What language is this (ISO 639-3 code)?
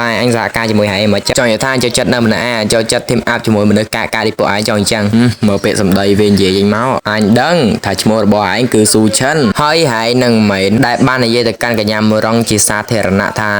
khm